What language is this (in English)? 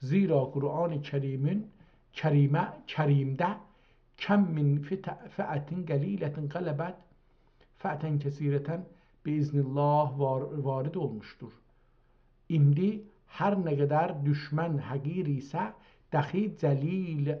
South Azerbaijani